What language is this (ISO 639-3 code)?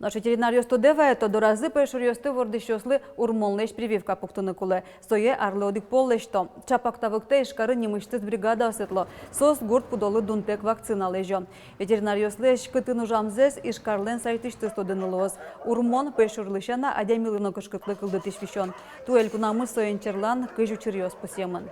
udm